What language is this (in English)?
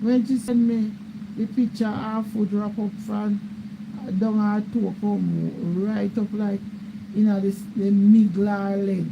Jamaican Creole English